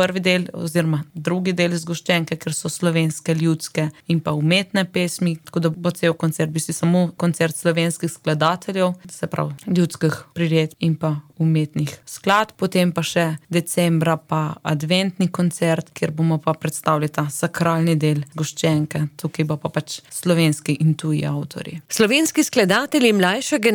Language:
Slovenian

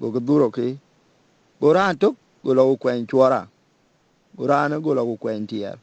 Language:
Dinka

